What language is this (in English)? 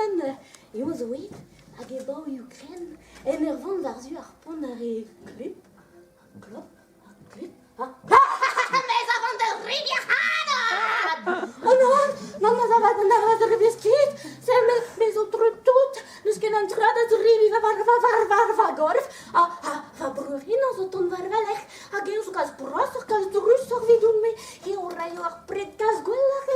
Breton